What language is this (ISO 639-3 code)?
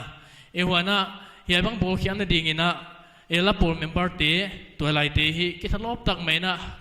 pck